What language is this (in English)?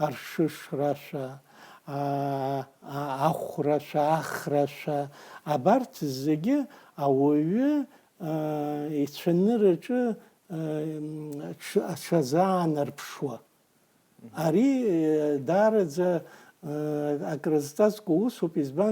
Abkhazian